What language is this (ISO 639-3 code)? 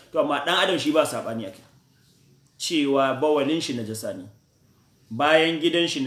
hau